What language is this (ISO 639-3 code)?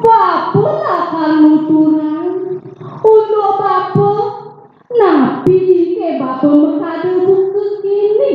ban